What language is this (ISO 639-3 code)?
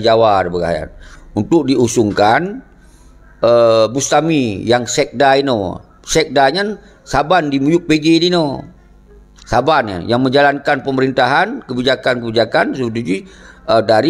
ace